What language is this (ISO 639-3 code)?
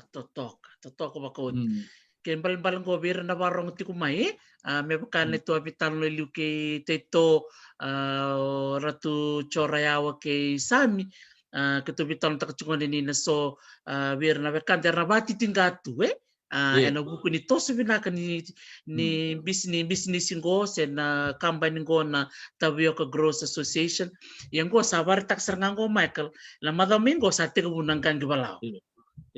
fij